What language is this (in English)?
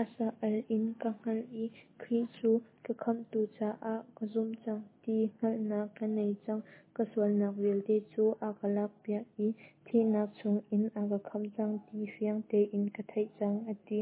Hakha Chin